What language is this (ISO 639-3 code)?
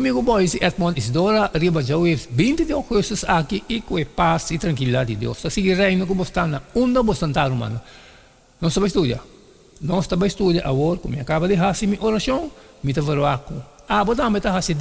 pap